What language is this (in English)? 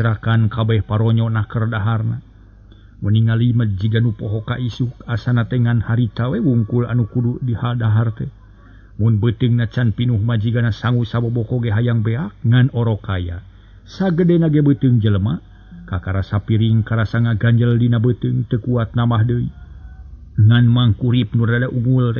Sundanese